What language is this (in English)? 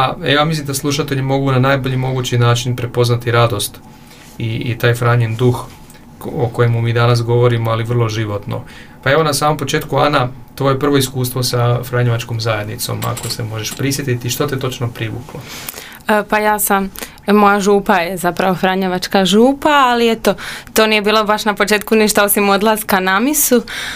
Croatian